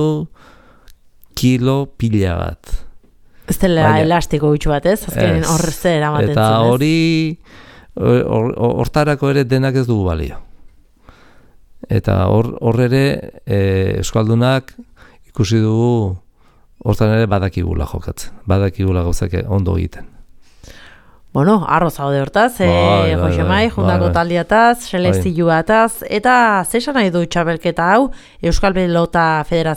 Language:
Basque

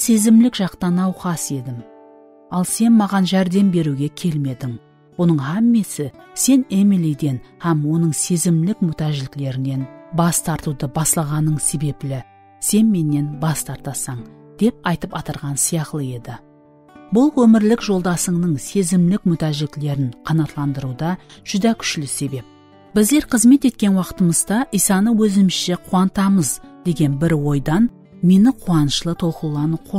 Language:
Kara-Kalpak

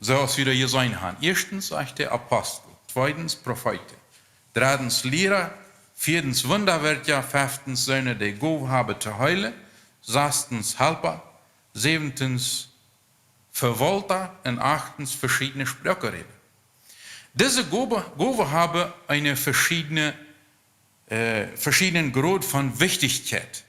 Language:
Plautdietsch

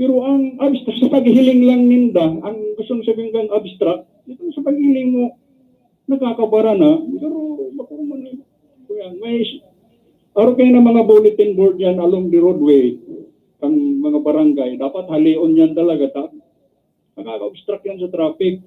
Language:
Bikol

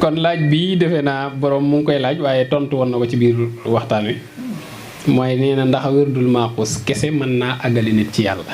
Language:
Wolof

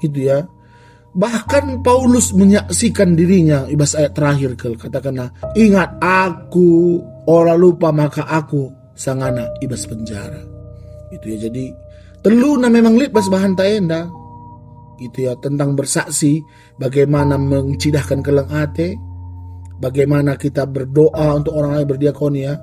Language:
Batak Karo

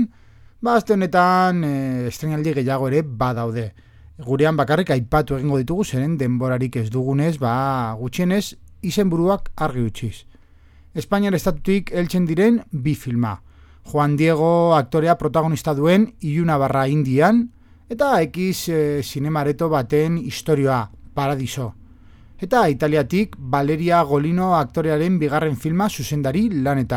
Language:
Basque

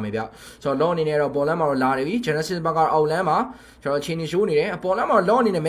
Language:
Burmese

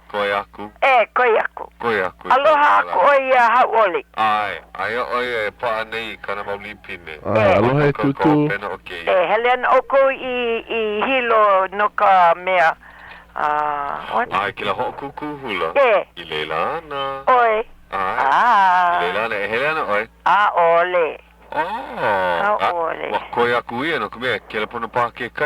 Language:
Hawaiian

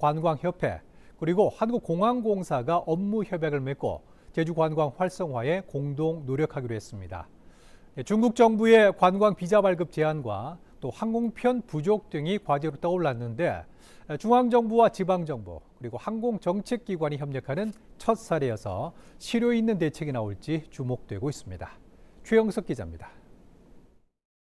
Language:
Korean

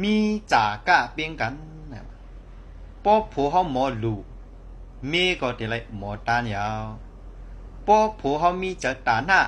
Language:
Shan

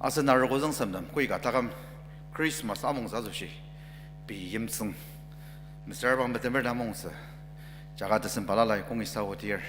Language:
Ao Naga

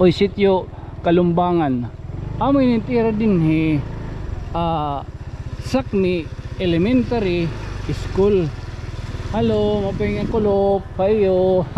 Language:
Waray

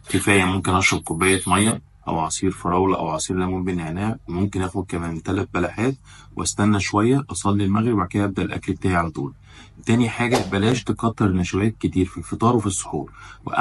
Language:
Egyptian Arabic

